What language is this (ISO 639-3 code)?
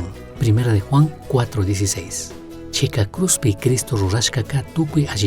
qug